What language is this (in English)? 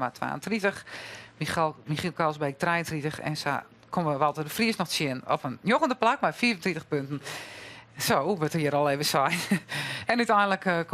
Western Frisian